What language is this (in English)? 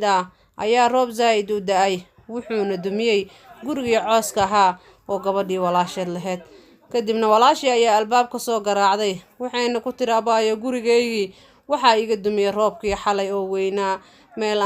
Somali